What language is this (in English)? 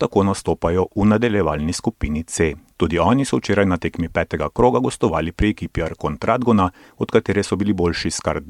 Slovenian